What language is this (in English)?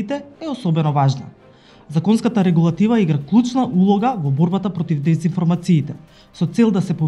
Macedonian